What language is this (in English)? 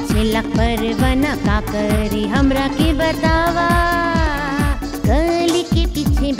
Bhojpuri